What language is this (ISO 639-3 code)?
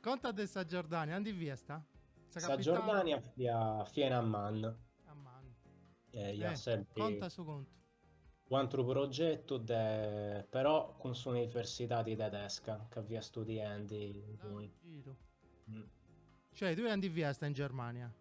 srd